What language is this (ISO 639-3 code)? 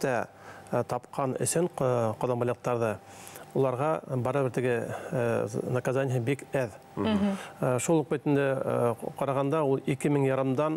bak